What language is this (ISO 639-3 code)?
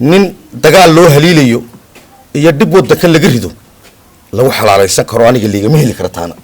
som